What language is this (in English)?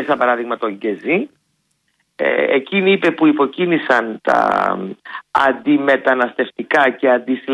Greek